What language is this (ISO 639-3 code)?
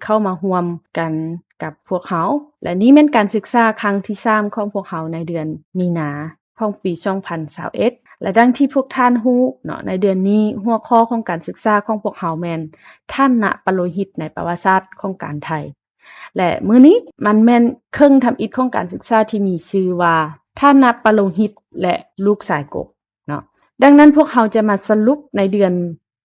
lao